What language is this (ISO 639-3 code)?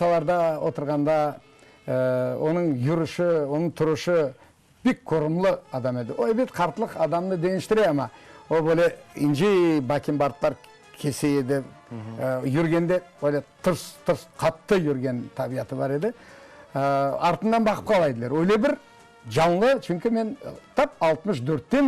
crh